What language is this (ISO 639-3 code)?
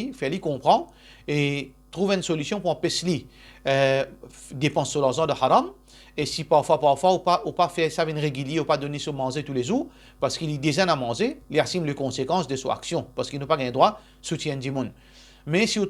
mfe